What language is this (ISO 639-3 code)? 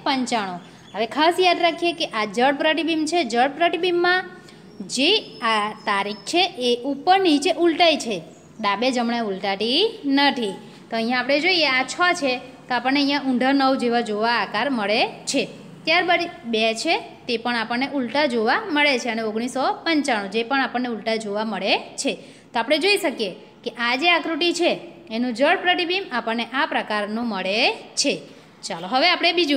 guj